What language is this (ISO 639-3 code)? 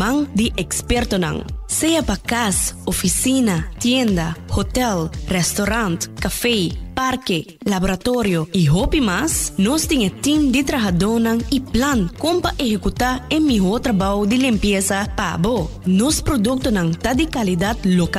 pap